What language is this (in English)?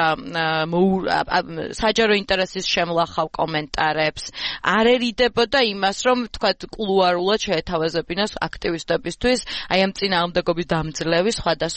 Georgian